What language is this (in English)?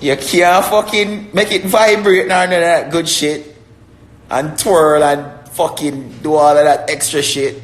Jamaican Creole English